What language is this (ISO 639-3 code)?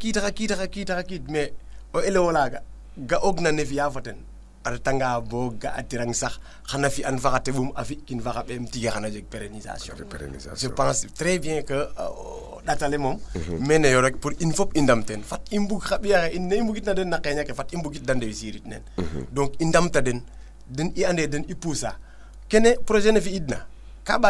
srr